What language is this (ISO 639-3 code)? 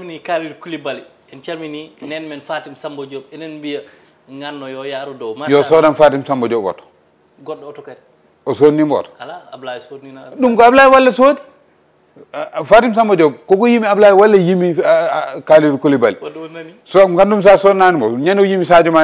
ful